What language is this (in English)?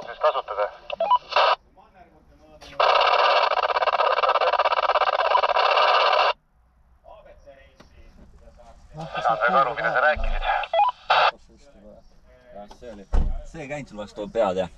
Estonian